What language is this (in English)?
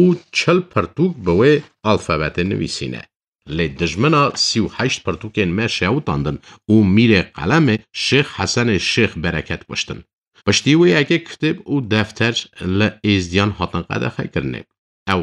Kurdish